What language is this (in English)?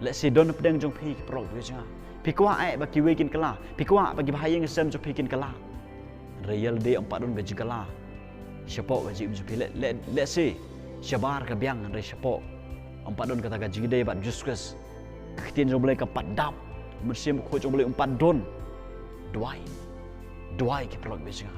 Khasi